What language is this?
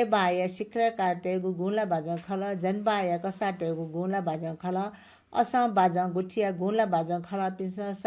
Newari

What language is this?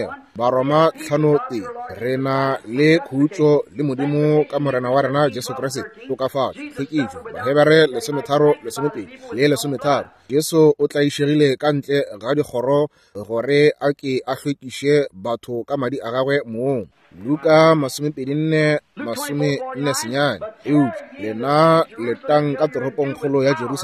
Northern Sotho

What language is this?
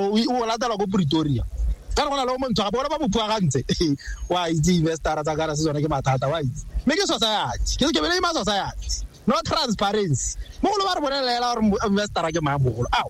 Tswana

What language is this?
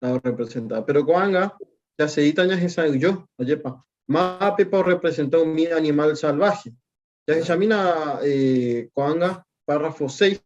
Guarani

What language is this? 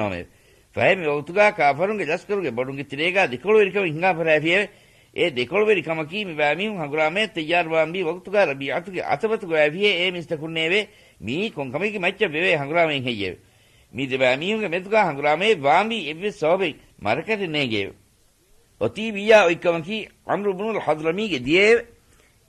Divehi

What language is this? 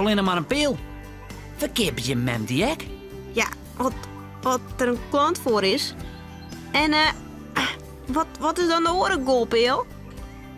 Western Frisian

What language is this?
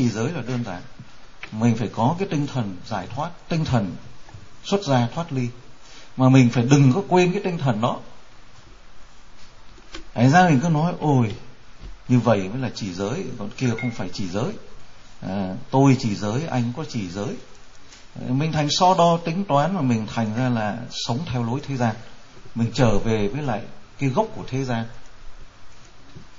Vietnamese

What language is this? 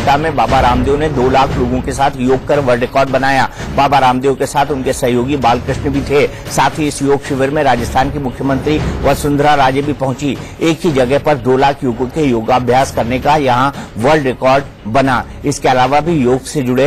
Hindi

